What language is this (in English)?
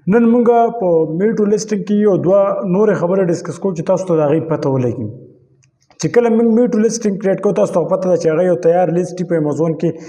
Pashto